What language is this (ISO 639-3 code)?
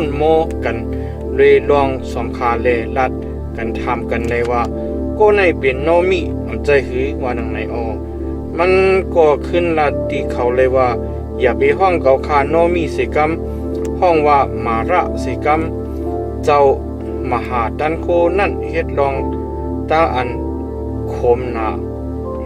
shn